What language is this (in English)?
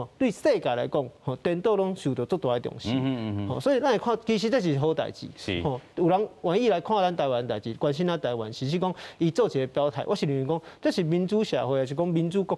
Min Nan Chinese